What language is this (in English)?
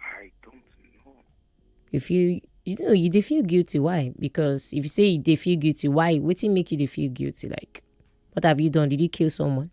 Nigerian Pidgin